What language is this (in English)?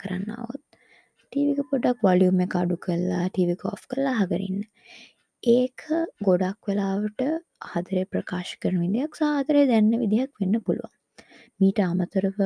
Sinhala